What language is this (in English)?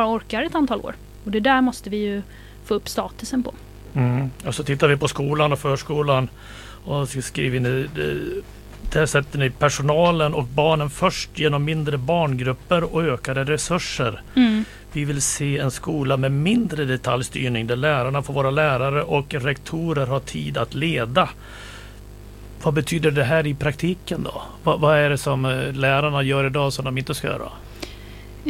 Swedish